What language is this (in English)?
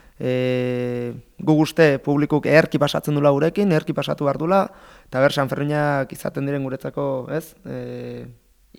Basque